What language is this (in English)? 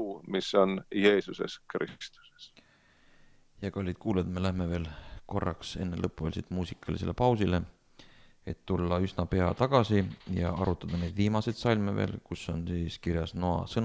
Estonian